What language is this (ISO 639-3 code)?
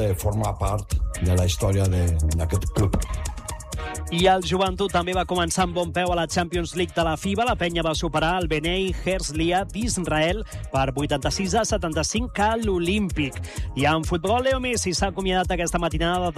cat